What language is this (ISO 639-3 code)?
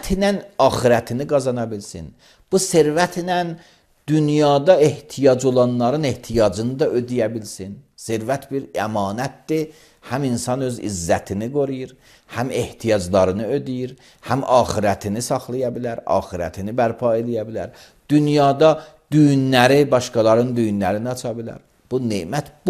aze